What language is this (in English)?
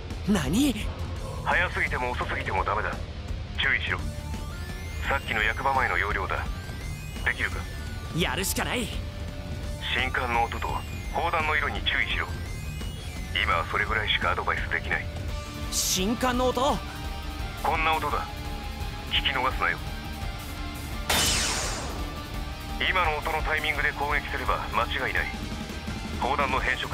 Japanese